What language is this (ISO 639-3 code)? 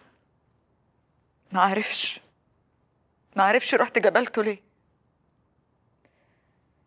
arz